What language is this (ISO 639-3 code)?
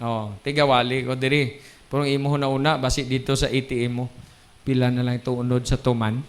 hil